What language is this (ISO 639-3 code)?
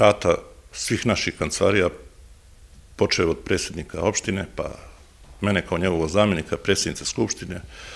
srp